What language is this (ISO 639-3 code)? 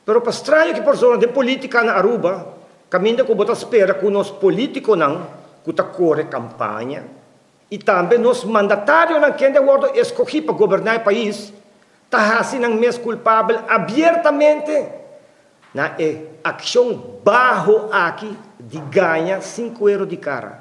pap